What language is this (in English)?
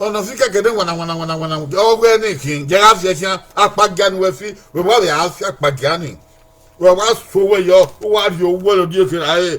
Bini